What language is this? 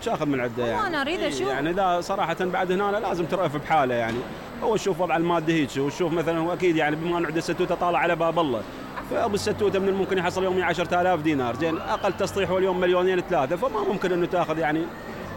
Mesopotamian Arabic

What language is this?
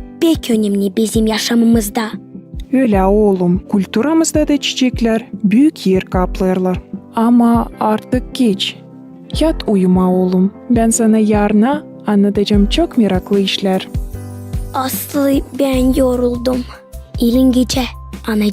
Gagauz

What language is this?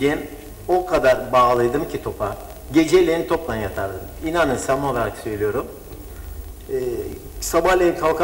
Turkish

